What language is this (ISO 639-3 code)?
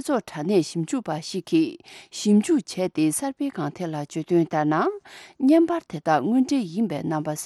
bod